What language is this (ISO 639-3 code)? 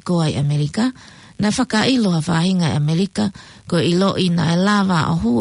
ton